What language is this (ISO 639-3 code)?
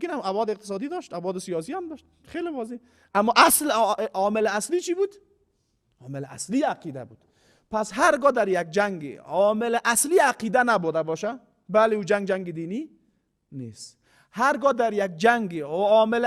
fas